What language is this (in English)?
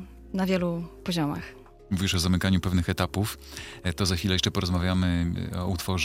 Polish